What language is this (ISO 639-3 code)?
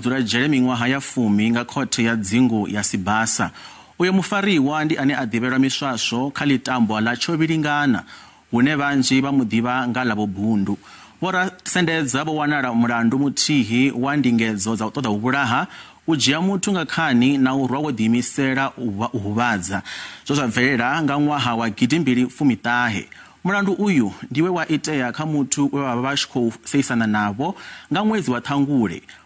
ven